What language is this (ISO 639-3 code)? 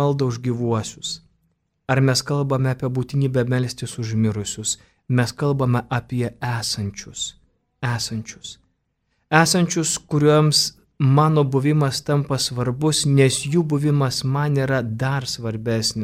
lit